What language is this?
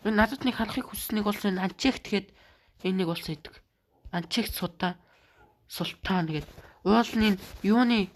Mongolian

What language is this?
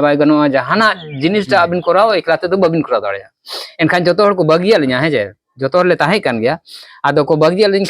Santali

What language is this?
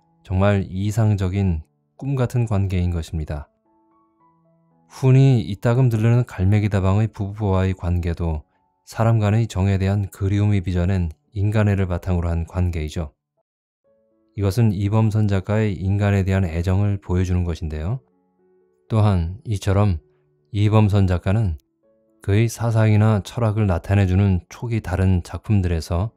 Korean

